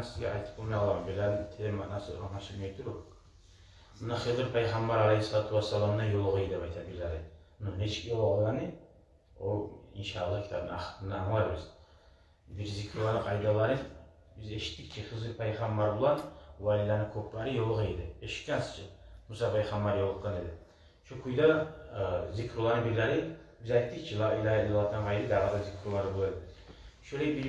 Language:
Kumyk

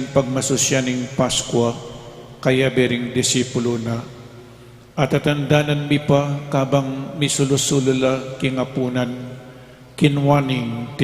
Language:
Pampanga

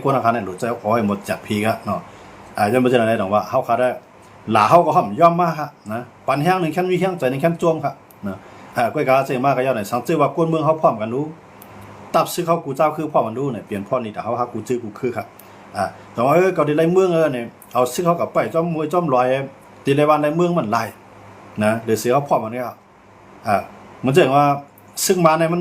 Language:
Shan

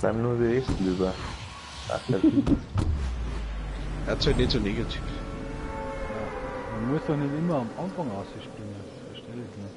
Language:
Bavarian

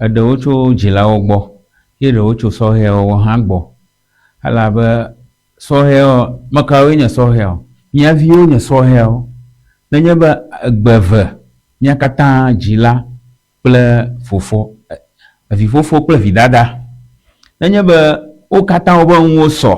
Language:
Ewe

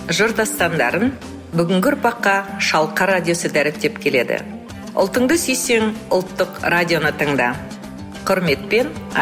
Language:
Kazakh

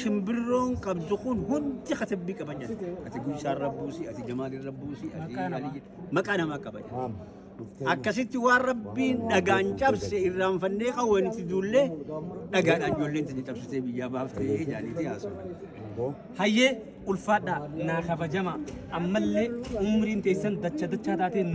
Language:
Oromo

